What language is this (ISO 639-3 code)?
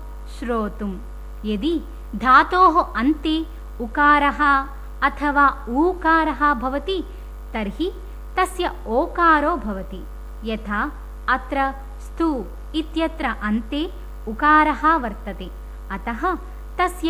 san